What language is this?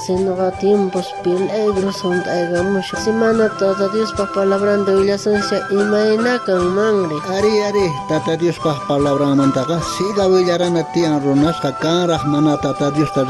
South Bolivian Quechua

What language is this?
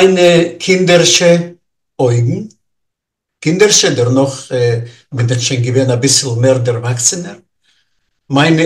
Yiddish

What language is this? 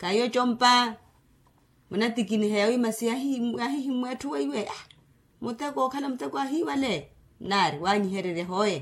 Makhuwa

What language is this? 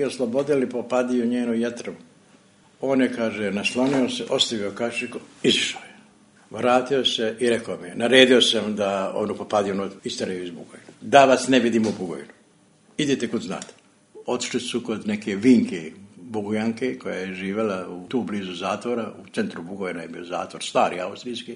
Serbian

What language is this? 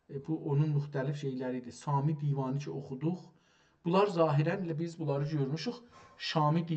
South Azerbaijani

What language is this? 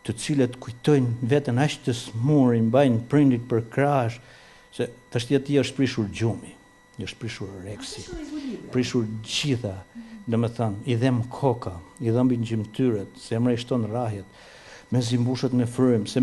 Albanian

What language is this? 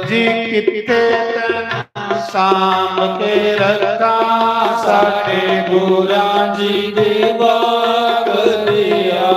Dogri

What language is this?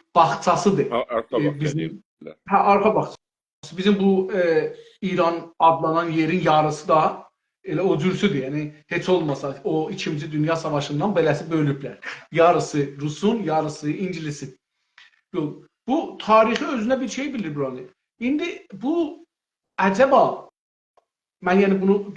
South Azerbaijani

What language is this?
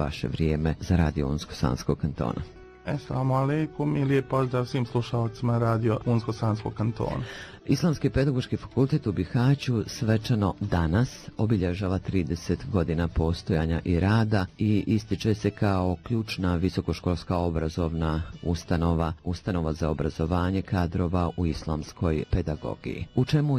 Bosnian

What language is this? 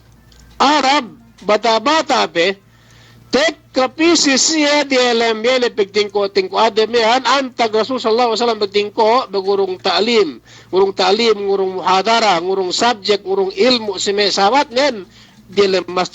Yakan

